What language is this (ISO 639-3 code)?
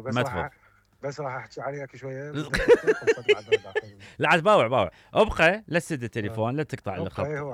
acm